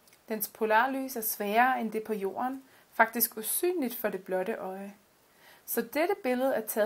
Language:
Danish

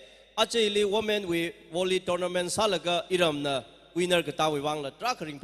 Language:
Tangkhul Naga (India)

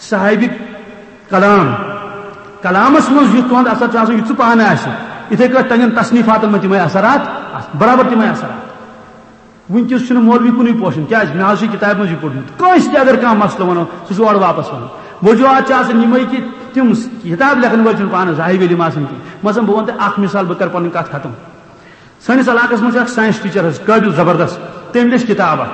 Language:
Kashmiri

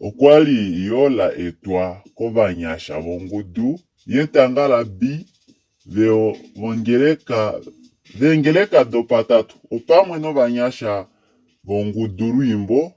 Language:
Kuanyama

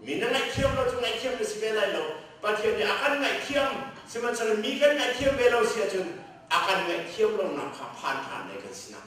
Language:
Hakha Chin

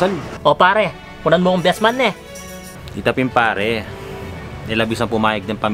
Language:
Pampanga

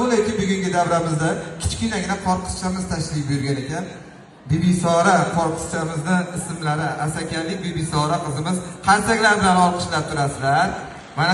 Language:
Uzbek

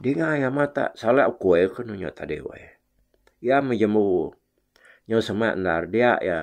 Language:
Iban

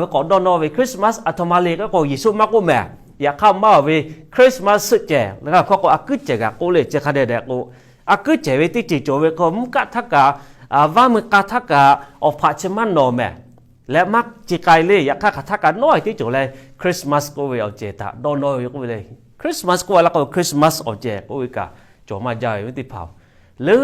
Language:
Lahu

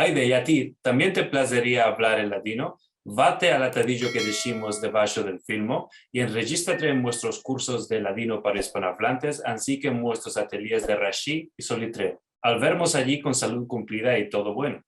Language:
Ladino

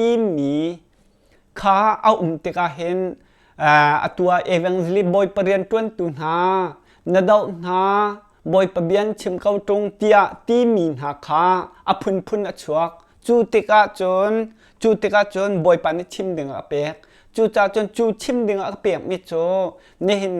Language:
Hakha Chin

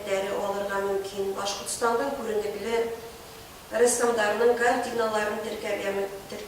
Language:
Bashkir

